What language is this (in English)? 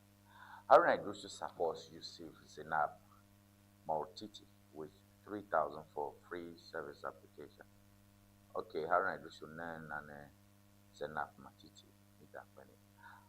Ewe